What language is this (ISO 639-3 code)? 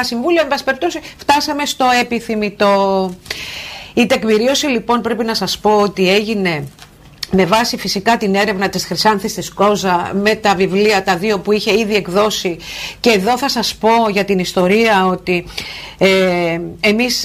ell